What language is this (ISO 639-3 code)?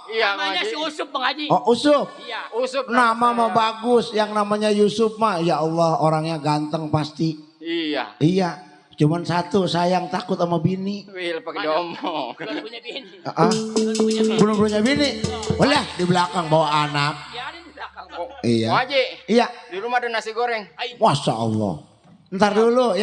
bew